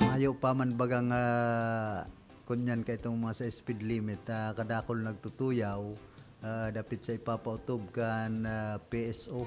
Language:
Bikol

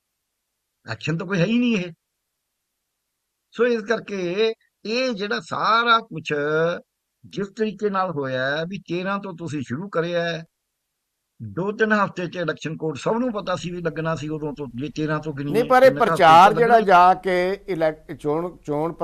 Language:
Punjabi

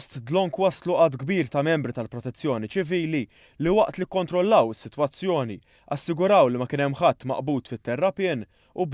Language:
Maltese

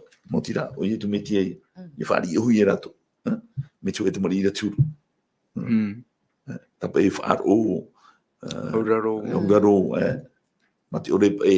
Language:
Tahitian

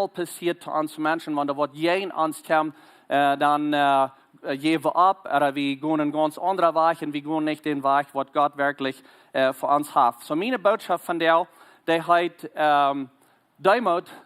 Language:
Plautdietsch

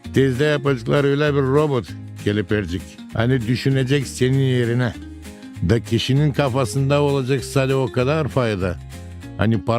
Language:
Gagauz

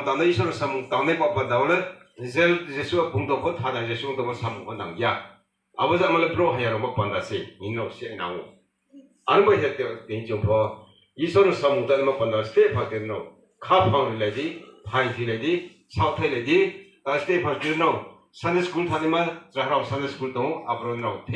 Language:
Riang (India)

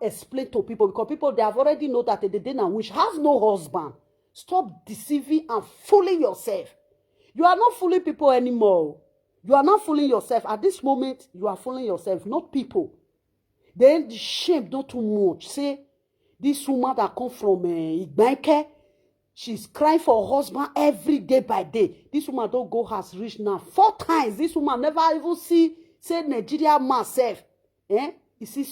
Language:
Nigerian Pidgin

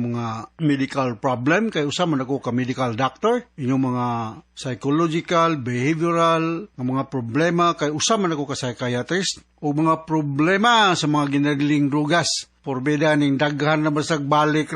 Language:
Cebuano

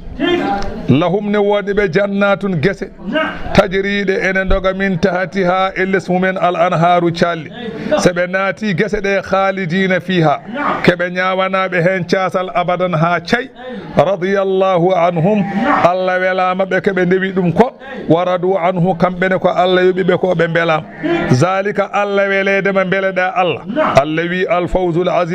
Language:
Fula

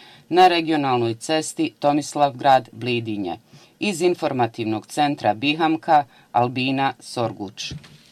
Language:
Bosnian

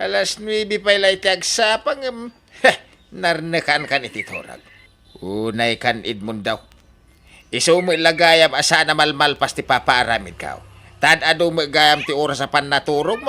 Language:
Iloko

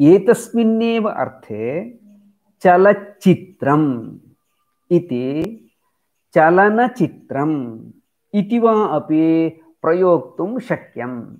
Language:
Sanskrit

